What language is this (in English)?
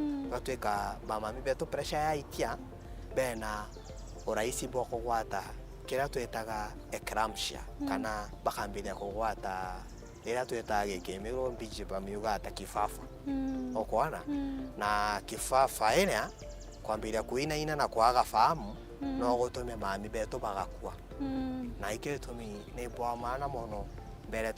Meru